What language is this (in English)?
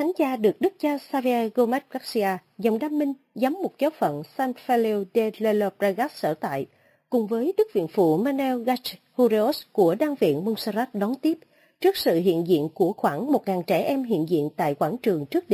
Vietnamese